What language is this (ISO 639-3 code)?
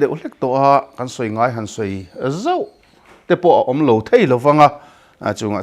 lus